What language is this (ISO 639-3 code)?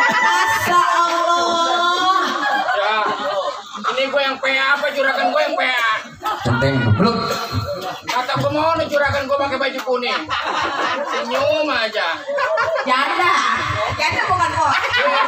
bew